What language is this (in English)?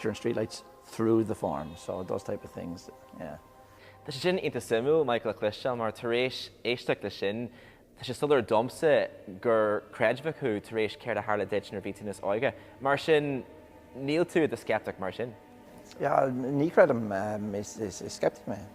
Irish